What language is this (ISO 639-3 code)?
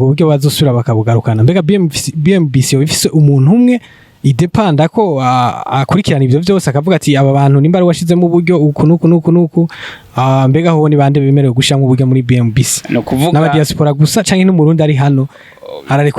run